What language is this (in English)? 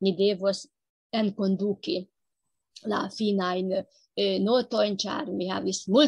Esperanto